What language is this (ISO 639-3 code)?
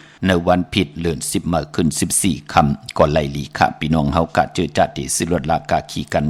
shn